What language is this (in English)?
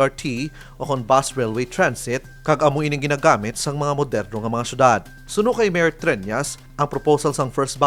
Hiligaynon